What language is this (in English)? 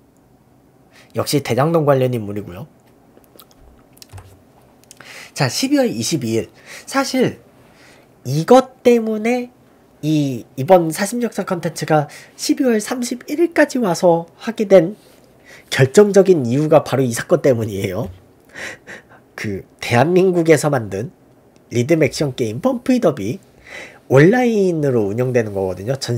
Korean